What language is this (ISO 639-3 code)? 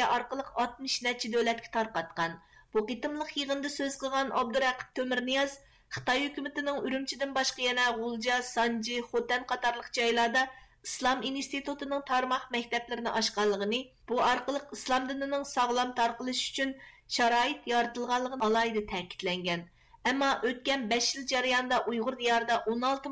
uig